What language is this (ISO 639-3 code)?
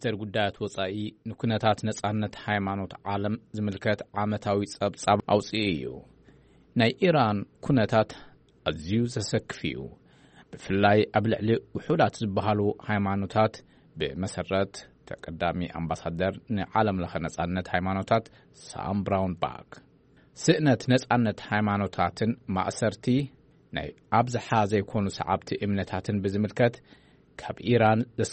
tir